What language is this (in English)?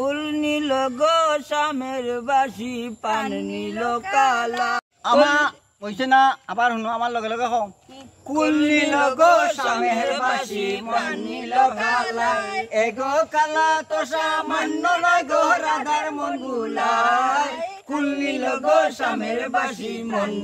Sylheti